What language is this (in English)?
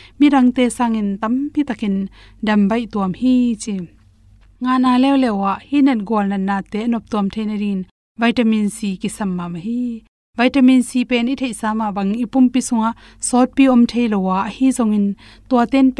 Tedim Chin